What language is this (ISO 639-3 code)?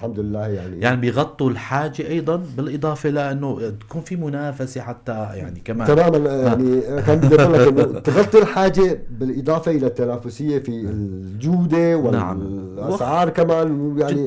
apc